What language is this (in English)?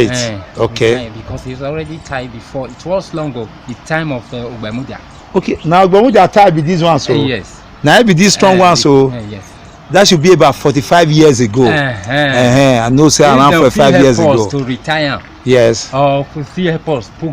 Nigerian Pidgin